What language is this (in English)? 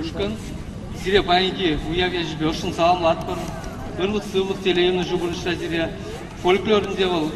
Chuvash